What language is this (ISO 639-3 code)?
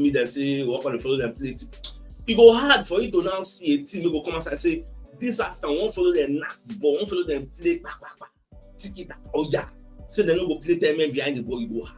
pcm